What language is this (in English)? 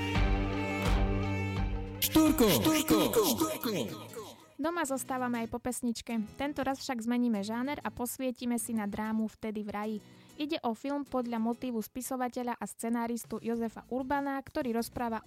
Slovak